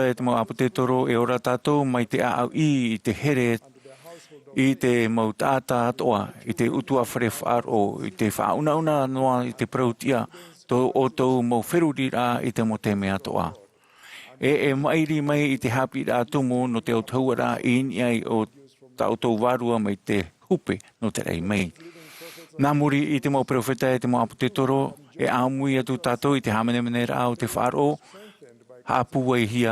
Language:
Tahitian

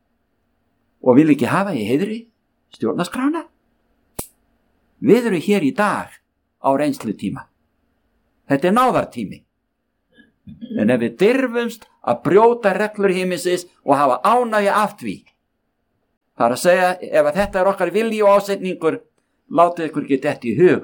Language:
Icelandic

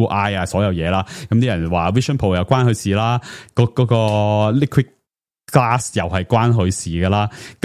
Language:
Cantonese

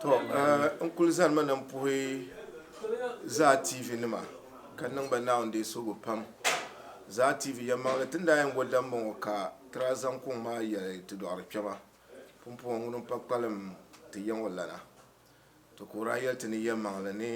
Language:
Dagbani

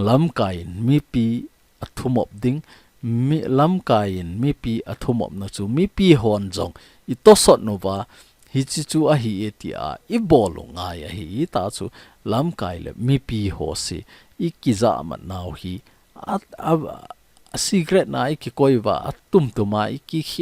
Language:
Thado Chin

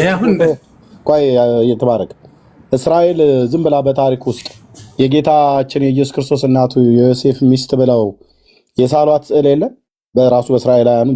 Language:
Amharic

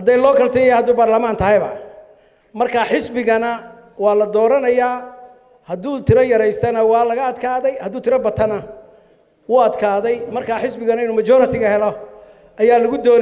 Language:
Somali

